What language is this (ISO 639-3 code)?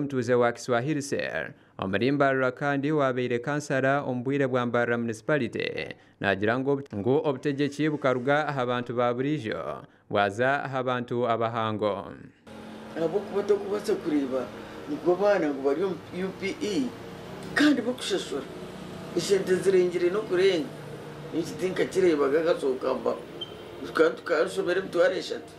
nyn